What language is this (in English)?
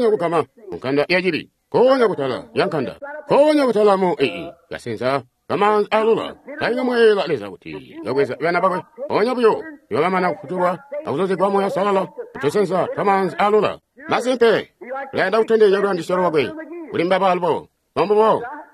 Tonga (Zambia)